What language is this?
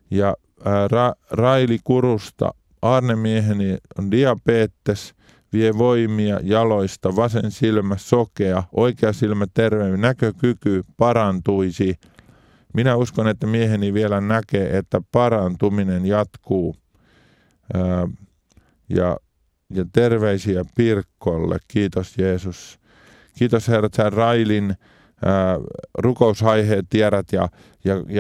Finnish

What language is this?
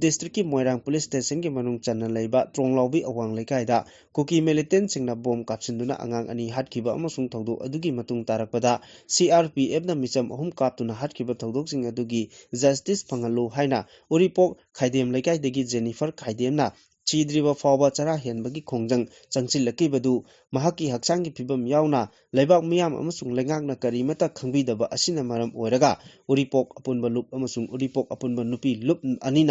Manipuri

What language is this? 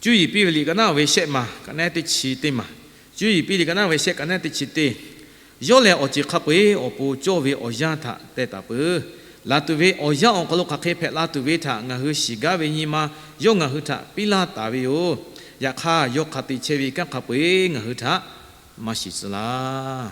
Lahu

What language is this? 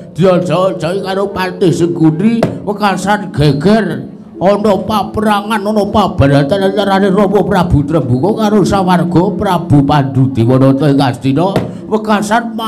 Javanese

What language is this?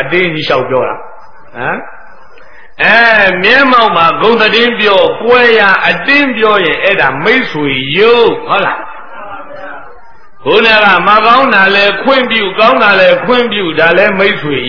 Burmese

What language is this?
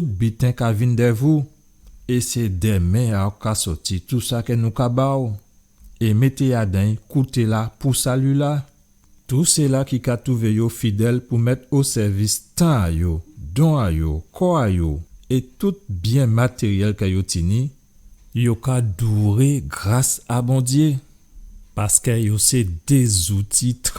Guadeloupean Creole French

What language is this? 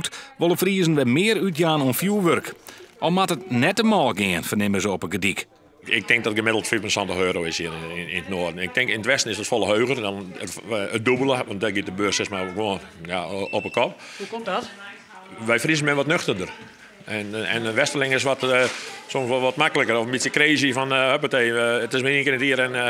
Western Frisian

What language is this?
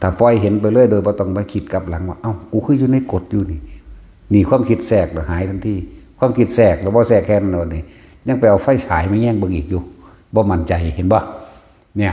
Northeastern Thai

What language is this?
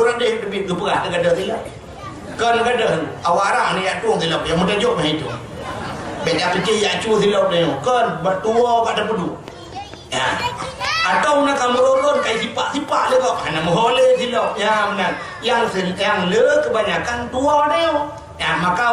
Achinese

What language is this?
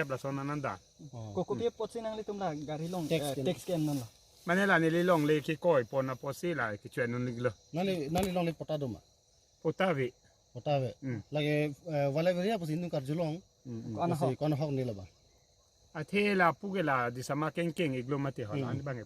Karbi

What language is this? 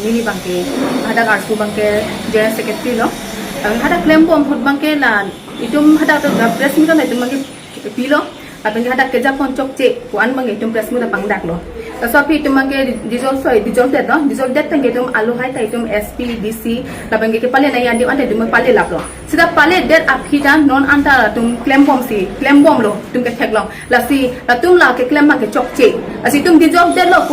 Karbi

